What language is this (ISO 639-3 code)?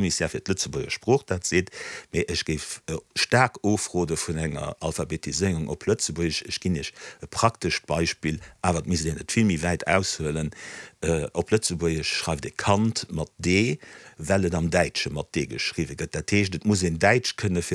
ltz